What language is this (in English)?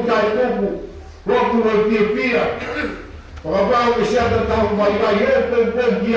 Tongan